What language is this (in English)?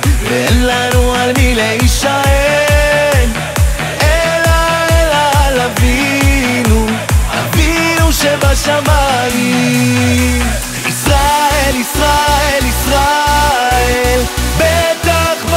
Hebrew